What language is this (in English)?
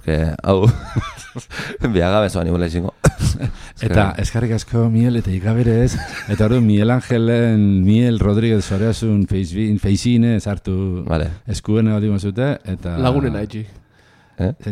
Basque